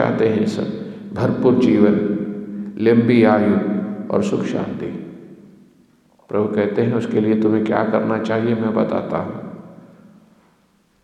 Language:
Hindi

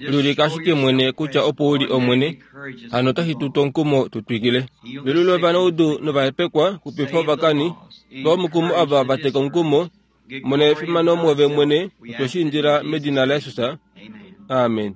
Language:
Kuanyama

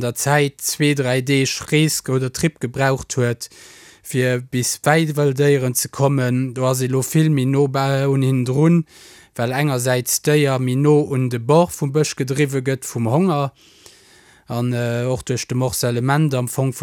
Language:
Luxembourgish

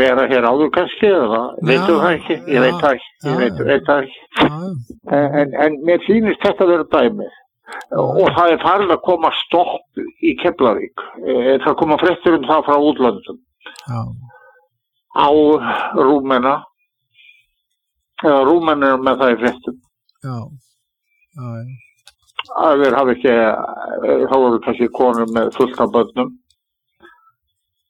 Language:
Icelandic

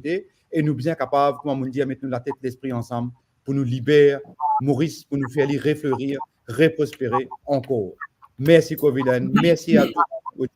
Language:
Morisyen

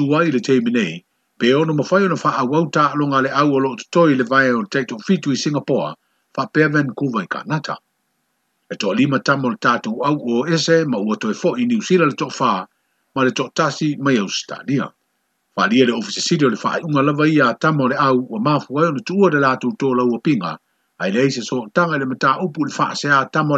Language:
Samoan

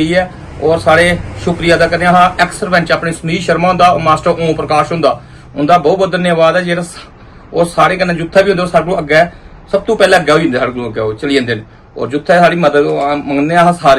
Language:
Dogri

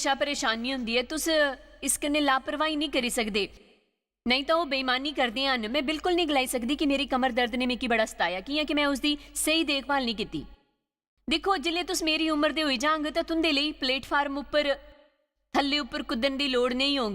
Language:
Dogri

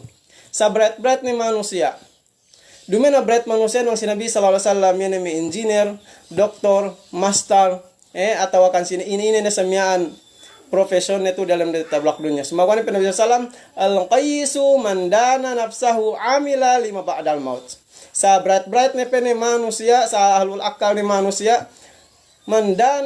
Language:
Yakan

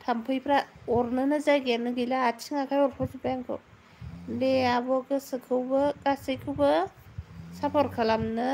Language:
Bodo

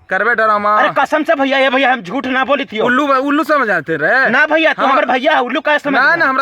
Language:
Magahi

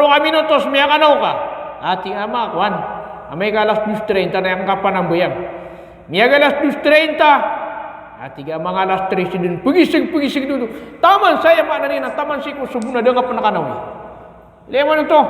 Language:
Maranao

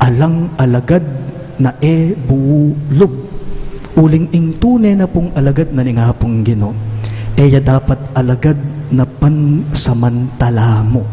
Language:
Pampanga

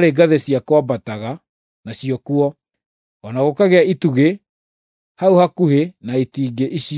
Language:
Kikuyu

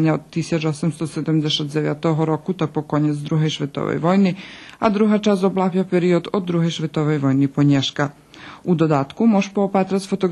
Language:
Rusyn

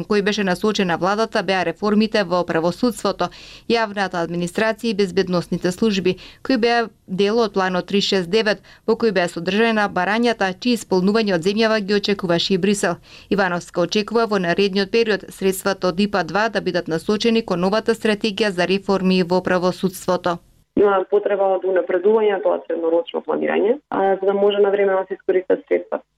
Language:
Macedonian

